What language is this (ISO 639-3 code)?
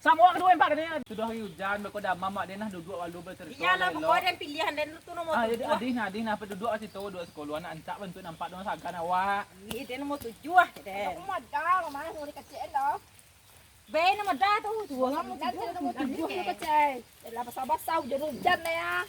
min